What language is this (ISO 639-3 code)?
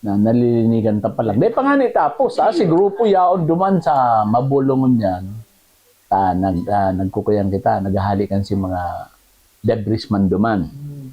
bik